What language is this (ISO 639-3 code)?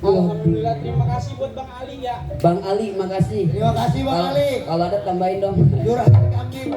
bew